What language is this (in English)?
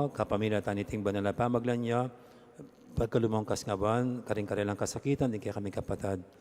Pampanga